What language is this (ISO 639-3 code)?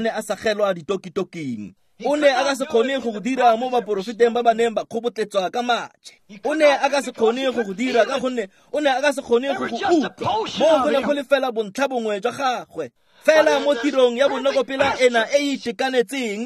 tsn